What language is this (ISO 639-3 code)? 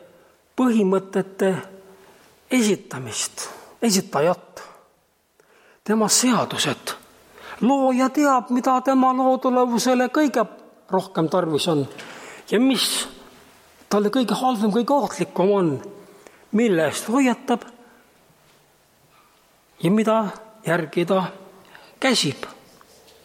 est